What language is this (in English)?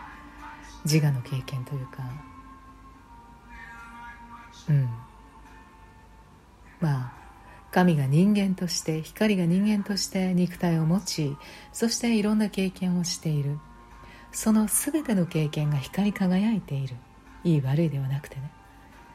Japanese